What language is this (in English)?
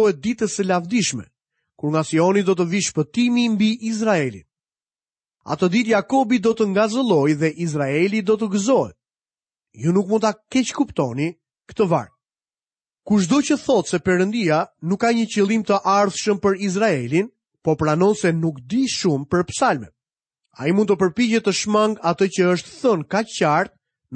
Albanian